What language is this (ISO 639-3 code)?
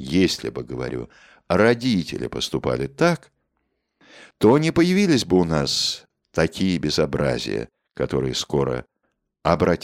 rus